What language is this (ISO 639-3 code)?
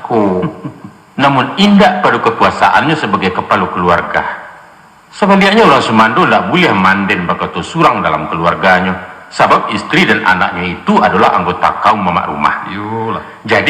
min